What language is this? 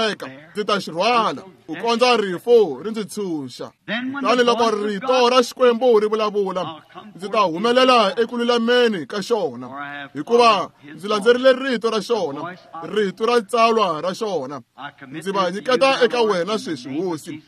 Tsonga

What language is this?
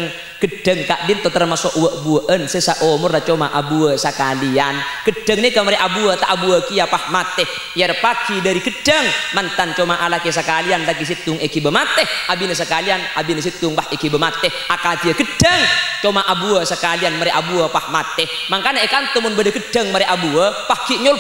Madurese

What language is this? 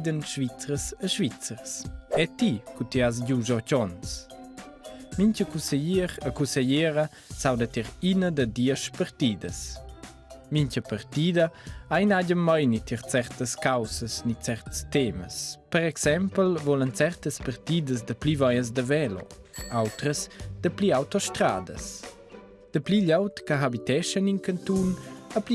Romansh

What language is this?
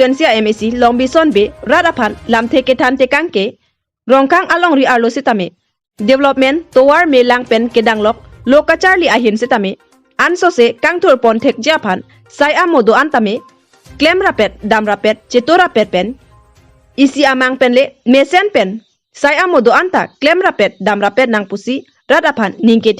Karbi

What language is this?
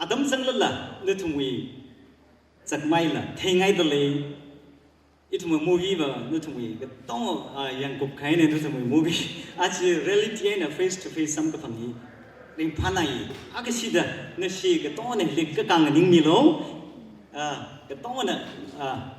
Tangkhul Naga (India)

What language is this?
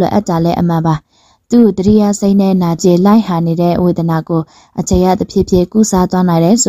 Burmese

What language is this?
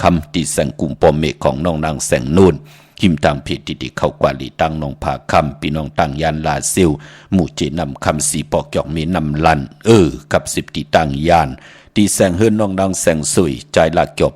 Shan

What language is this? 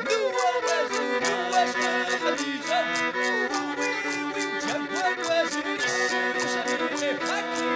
Kabardian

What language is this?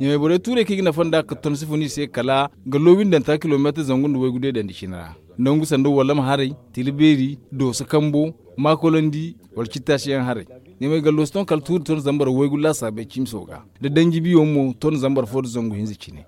Zarma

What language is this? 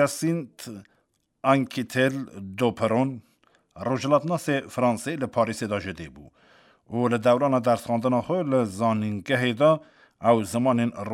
Kurdish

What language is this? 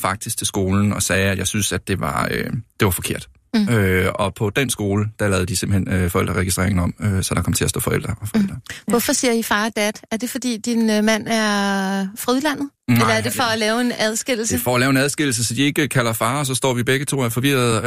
Danish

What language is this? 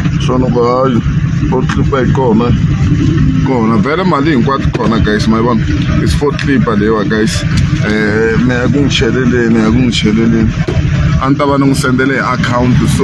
Tsonga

